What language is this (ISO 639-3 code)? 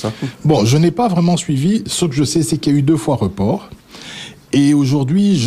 fra